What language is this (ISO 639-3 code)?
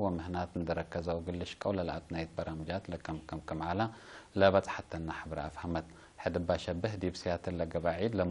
tig